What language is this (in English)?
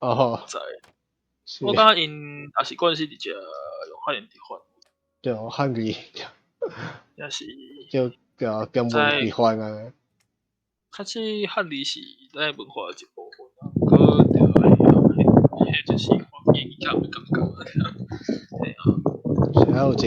Min Nan Chinese